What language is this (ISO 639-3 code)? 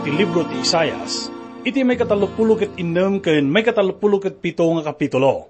ilo